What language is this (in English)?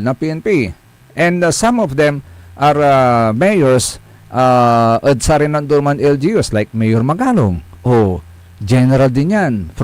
Pangasinan